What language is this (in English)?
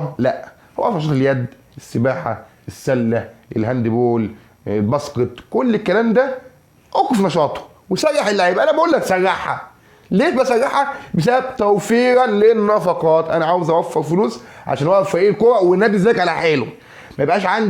Egyptian Arabic